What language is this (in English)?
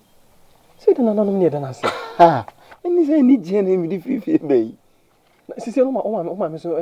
Akan